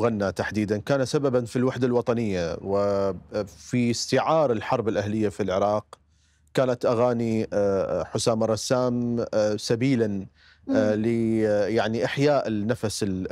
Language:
Mesopotamian Arabic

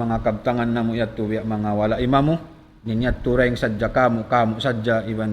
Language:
Tausug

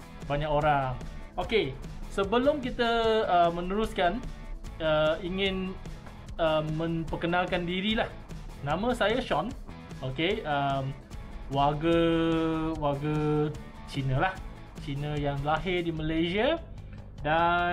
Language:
Malay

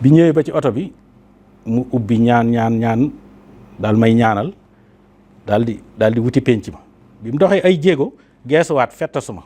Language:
Wolof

